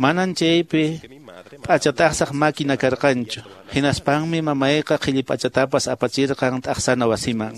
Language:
Quechua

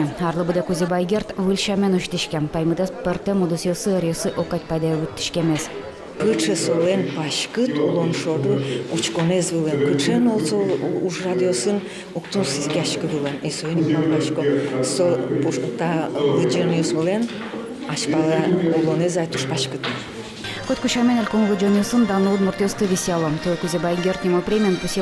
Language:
Udmurt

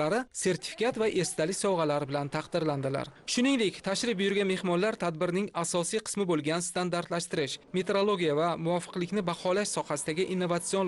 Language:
Uzbek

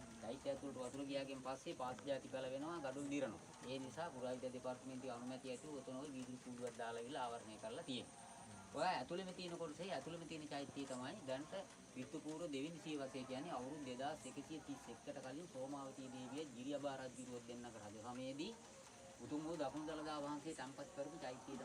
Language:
Sinhala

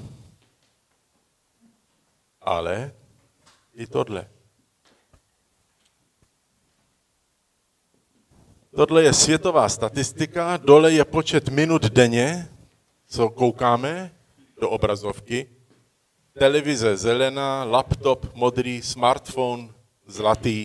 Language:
Czech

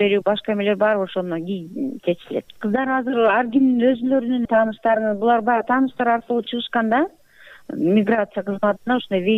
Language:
Kyrgyz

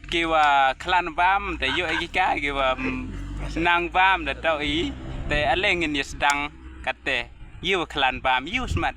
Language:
Khasi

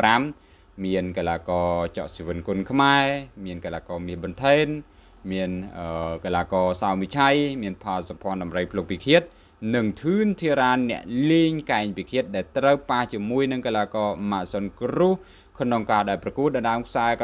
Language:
Khmer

